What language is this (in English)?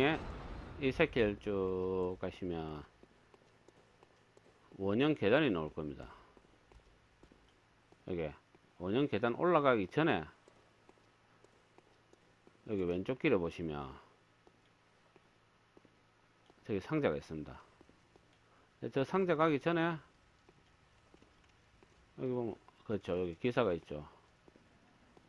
Korean